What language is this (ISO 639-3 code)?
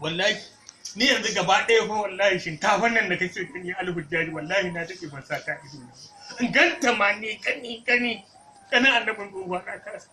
hau